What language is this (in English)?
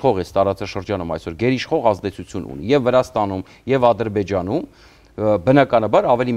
Armenian